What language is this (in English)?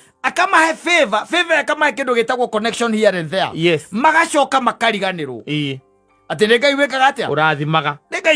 Kikuyu